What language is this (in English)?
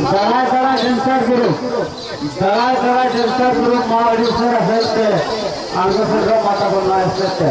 Santali